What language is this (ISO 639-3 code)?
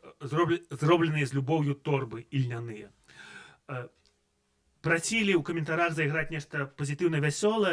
bel